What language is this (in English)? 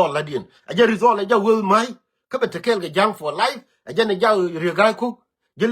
Nuer